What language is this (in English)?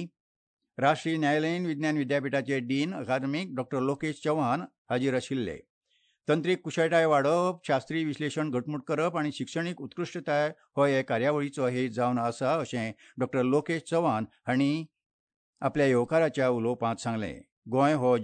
Konkani